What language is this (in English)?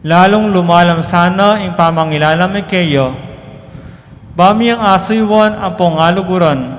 Pampanga